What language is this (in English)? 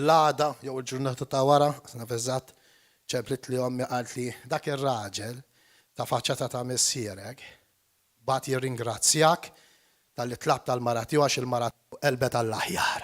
Maltese